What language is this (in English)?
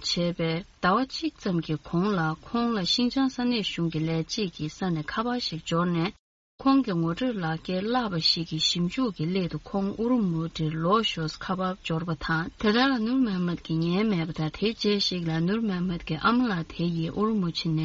Tibetan